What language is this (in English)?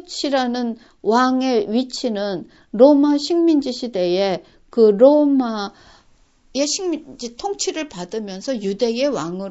Korean